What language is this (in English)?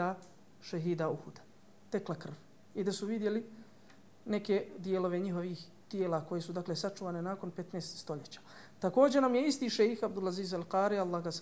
Bosnian